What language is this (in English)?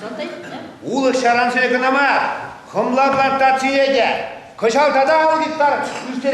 Chuvash